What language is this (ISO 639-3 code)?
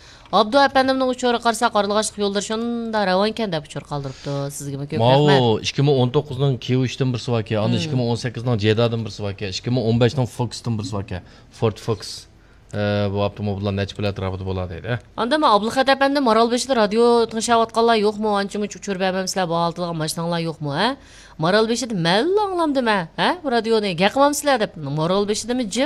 uig